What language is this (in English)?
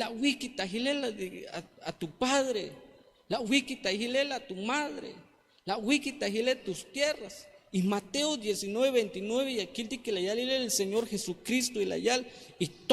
Tzeltal